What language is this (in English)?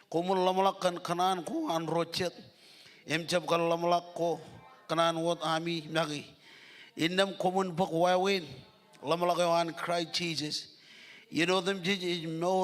Marshallese